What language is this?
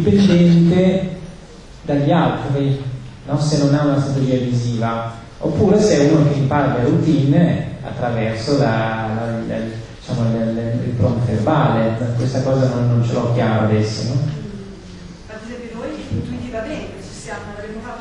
Italian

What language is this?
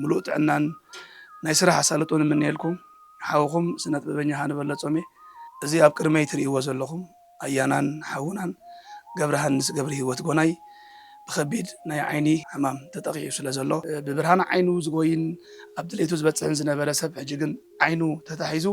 Tigrinya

